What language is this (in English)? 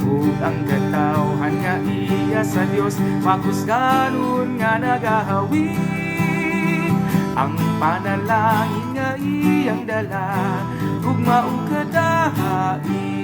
Cebuano